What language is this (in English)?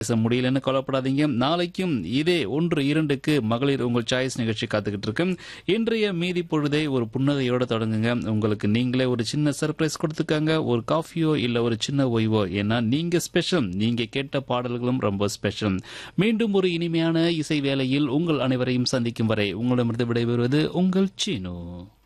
Tamil